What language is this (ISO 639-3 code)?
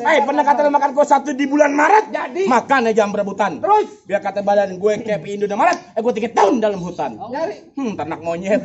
bew